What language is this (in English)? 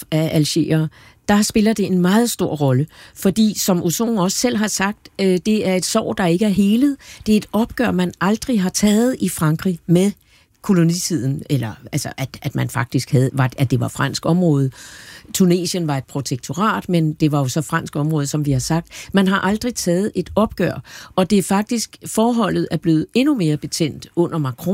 Danish